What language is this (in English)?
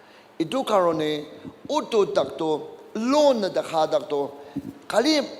Naga Pidgin